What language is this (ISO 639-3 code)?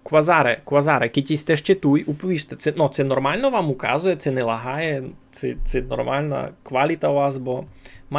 rue